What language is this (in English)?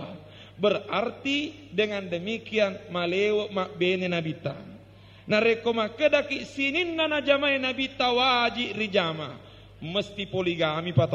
Buginese